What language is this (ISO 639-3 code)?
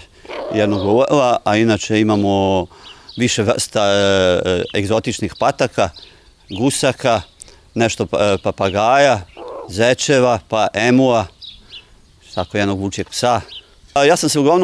srp